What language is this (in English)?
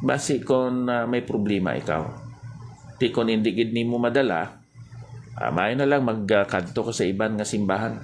Hiligaynon